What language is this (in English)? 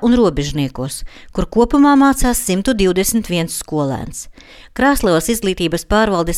Latvian